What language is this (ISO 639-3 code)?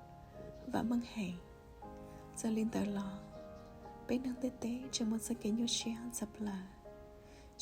hmn